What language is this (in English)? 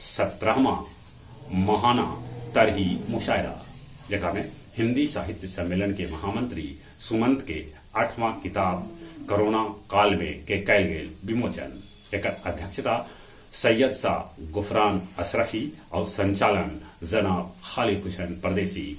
Magahi